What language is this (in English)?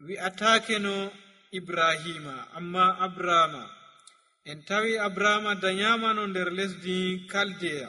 Nigerian Fulfulde